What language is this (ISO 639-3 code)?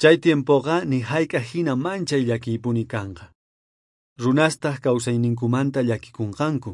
quh